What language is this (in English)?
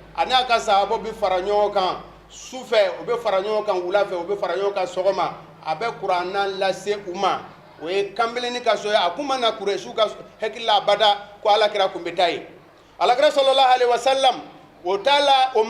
Bambara